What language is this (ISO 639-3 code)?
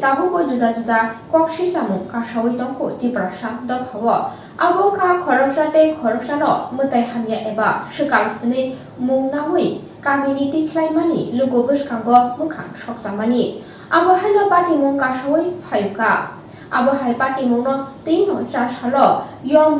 trp